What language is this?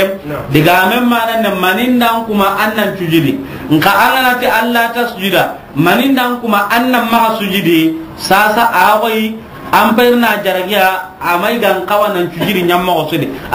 Soninke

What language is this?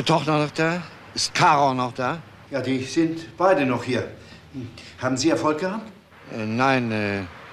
German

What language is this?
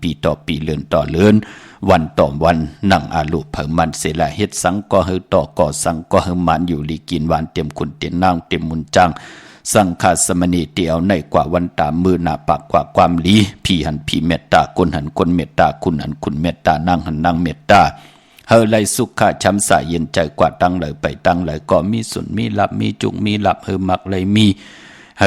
Shan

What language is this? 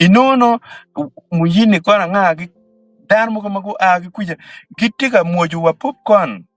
Acoli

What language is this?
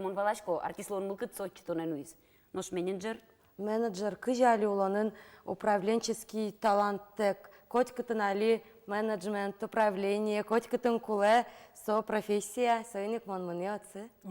Udmurt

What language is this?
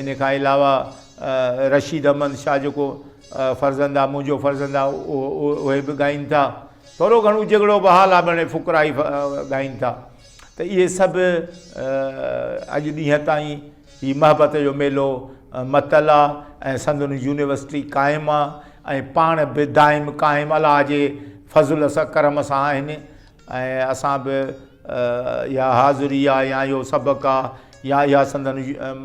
Sindhi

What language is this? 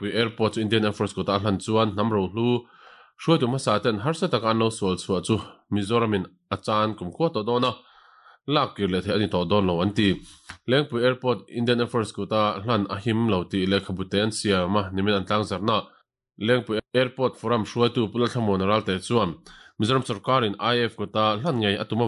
Mizo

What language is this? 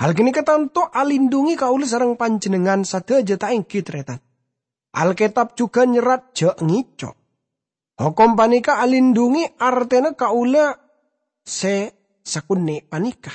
Madurese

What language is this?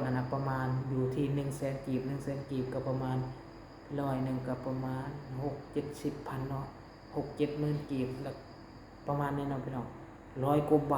Lao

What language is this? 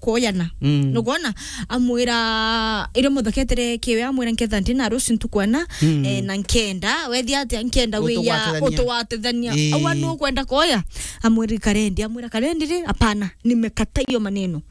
Meru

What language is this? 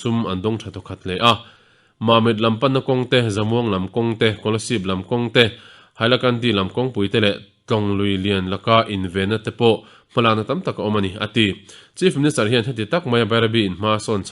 Mizo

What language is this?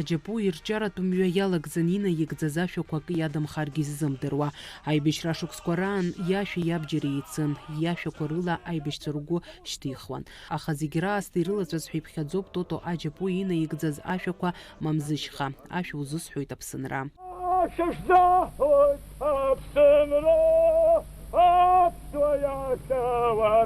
Abkhazian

